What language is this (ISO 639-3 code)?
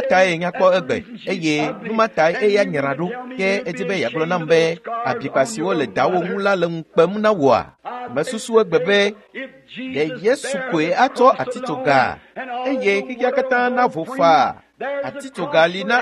ewe